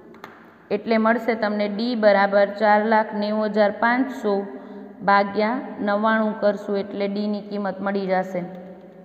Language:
Gujarati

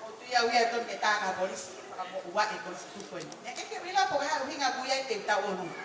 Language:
Tongan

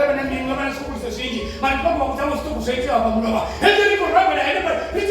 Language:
Venda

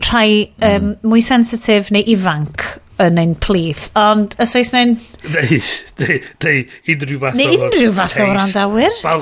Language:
Welsh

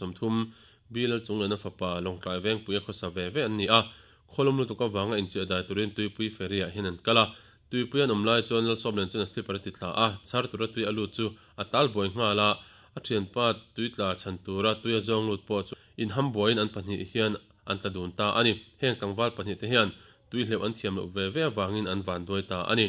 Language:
Mizo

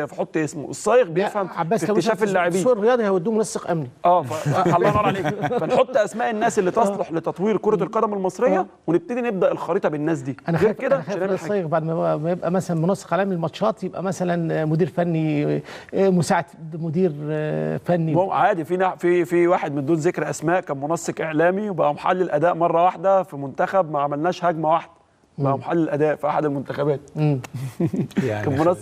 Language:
Egyptian Arabic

